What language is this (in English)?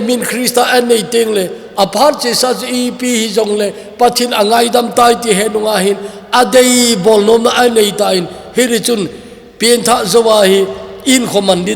Thado Chin